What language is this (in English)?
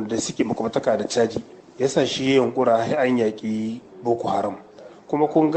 Hausa